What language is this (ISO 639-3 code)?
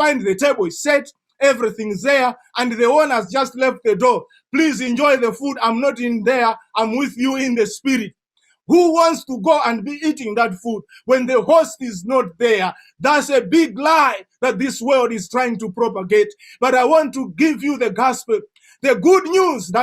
eng